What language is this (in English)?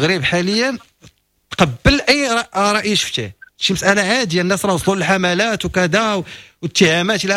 Moroccan Arabic